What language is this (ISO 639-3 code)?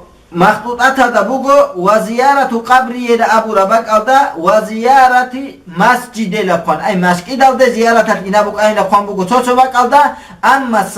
ava